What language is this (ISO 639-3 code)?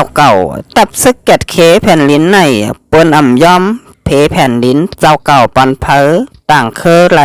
shn